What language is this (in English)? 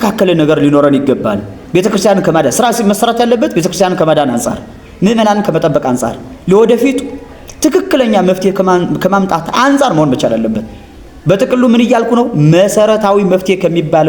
Amharic